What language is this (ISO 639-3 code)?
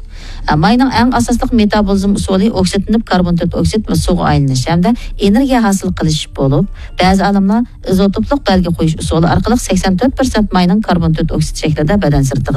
uig